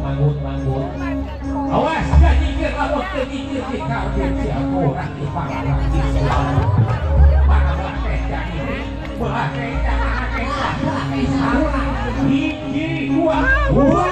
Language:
Sundanese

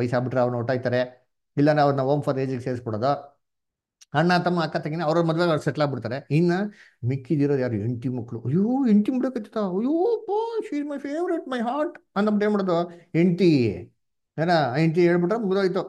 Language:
Kannada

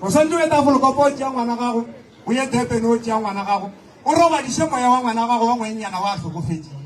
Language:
Northern Sotho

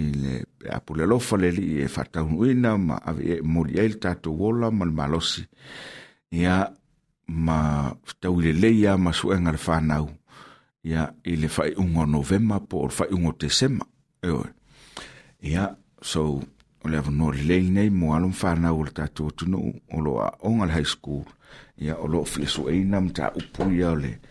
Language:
Samoan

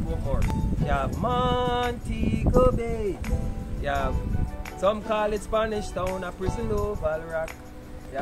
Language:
Jamaican Creole English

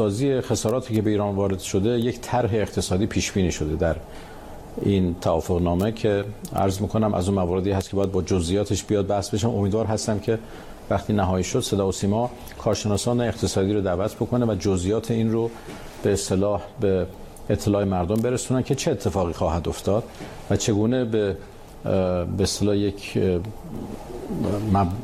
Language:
Persian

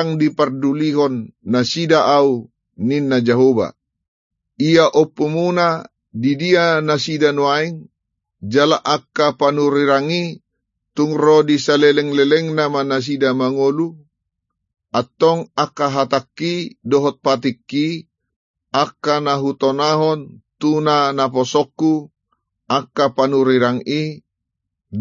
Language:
Batak Toba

